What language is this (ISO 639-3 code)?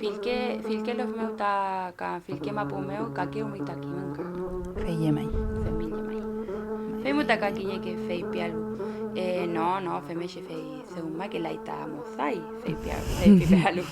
arn